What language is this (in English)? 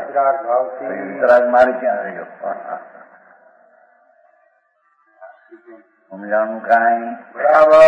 Gujarati